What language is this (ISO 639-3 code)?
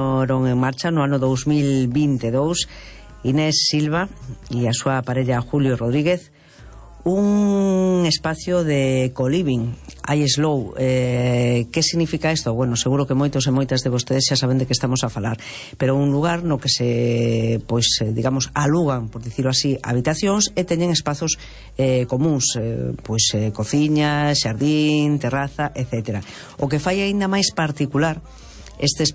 glg